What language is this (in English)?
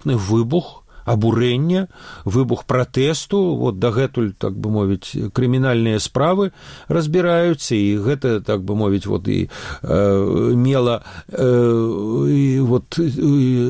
Belarusian